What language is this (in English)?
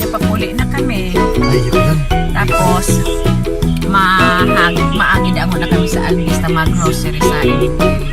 Bikol